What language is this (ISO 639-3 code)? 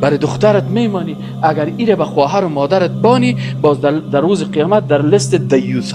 fas